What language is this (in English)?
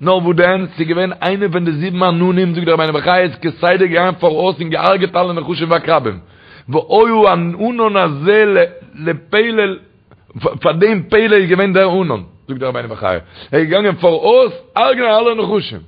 Yiddish